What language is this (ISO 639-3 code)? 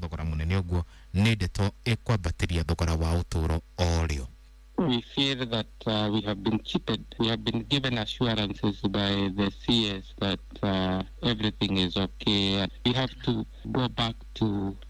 kik